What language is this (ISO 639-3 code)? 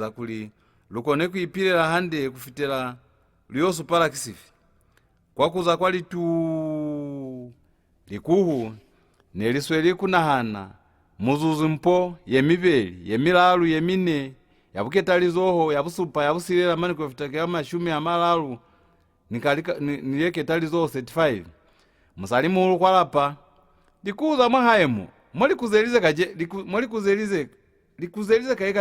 loz